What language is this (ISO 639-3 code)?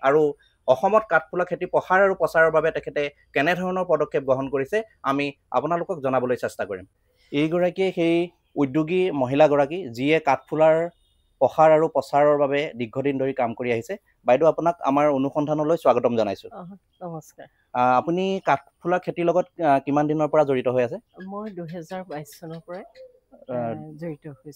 asm